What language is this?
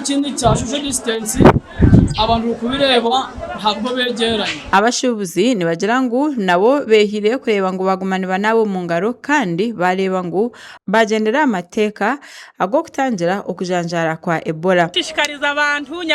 Nyankole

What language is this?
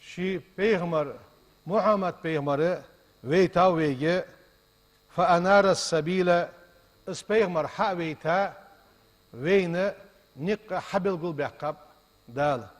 Ingush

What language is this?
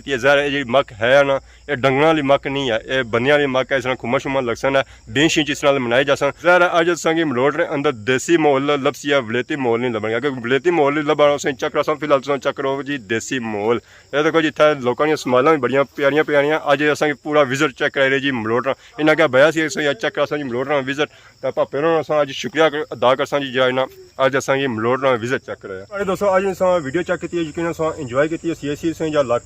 Pahari-Potwari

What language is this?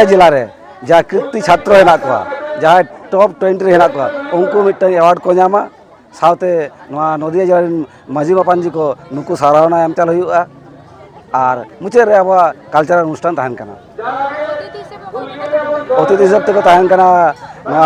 Santali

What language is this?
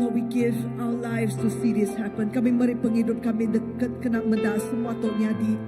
Iban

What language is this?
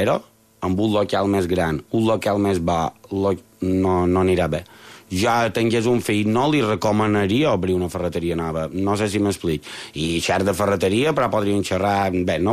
Catalan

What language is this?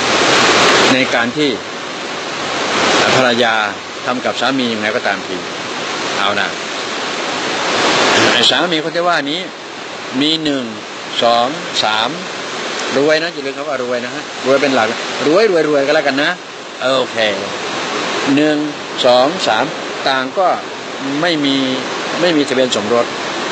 Thai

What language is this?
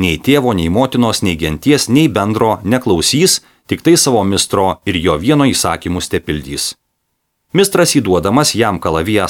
Lithuanian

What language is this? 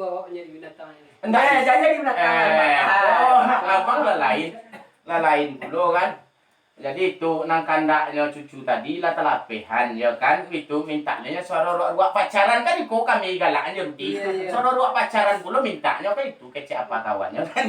Minangkabau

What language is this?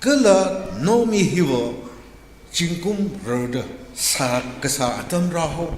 Tangkhul Naga (India)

